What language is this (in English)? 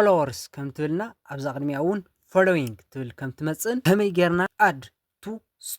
Tigrinya